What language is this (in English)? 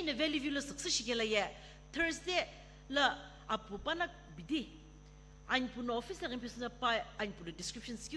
Sumi Naga